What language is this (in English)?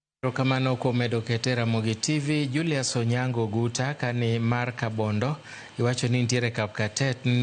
Luo (Kenya and Tanzania)